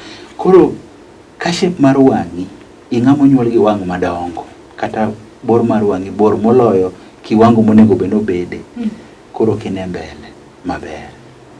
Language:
Luo (Kenya and Tanzania)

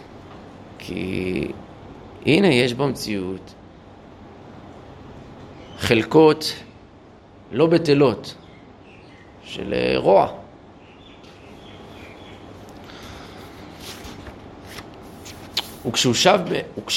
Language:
Hebrew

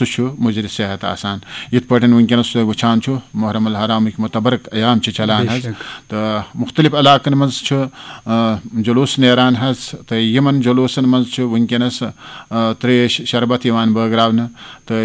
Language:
Kashmiri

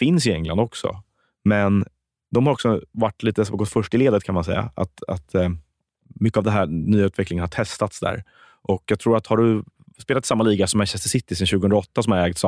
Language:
Swedish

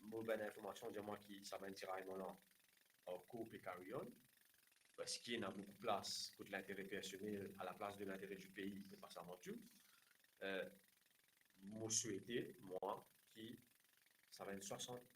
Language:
Morisyen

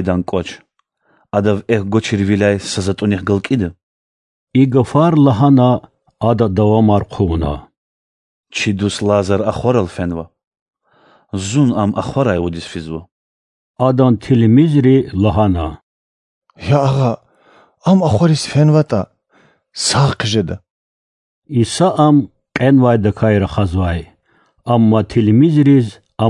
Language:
Lezghian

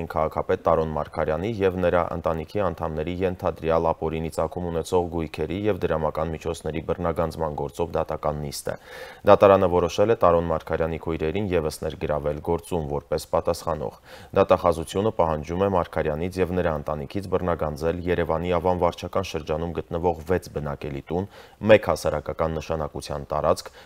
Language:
Armenian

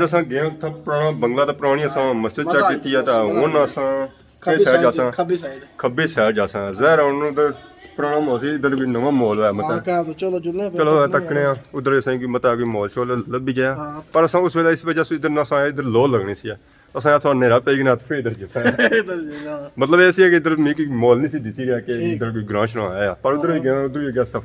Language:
Pahari-Potwari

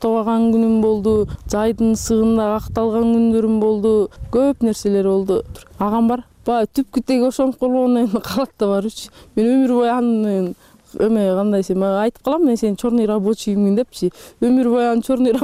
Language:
Kyrgyz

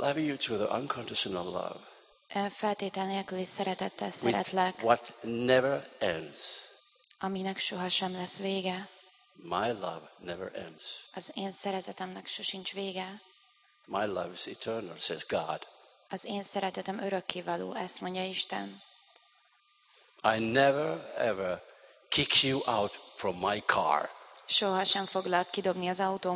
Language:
Hungarian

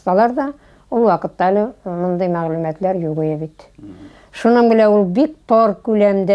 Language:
Bashkir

